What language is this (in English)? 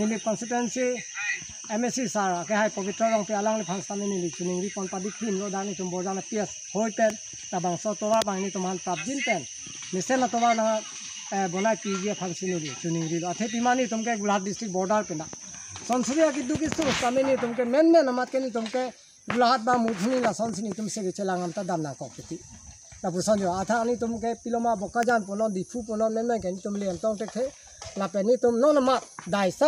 Karbi